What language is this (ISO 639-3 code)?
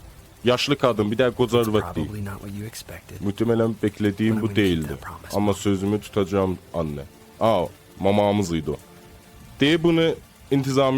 azb